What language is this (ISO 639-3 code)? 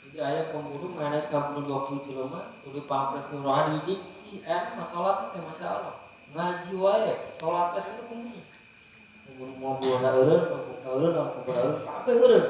sun